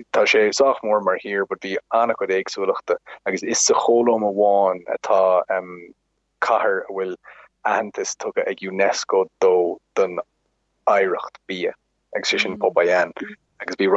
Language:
Irish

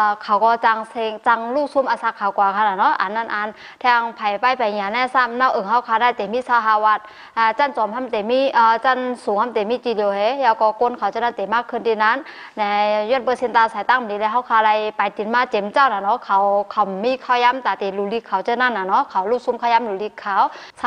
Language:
Shan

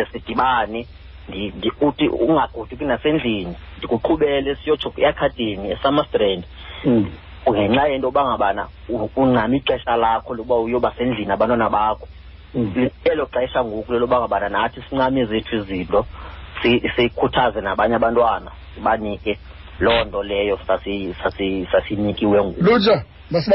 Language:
Xhosa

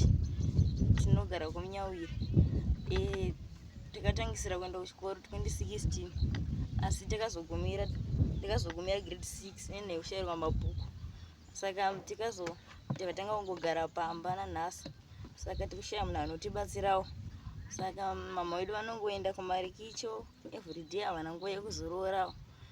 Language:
Shona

